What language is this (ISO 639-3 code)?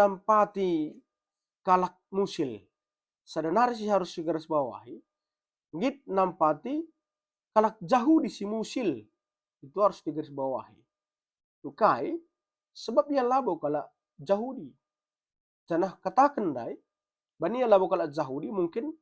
btx